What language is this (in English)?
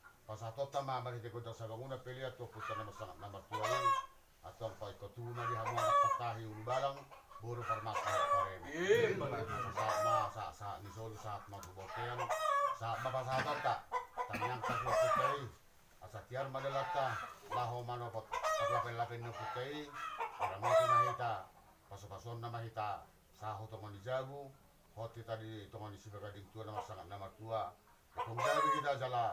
Batak Toba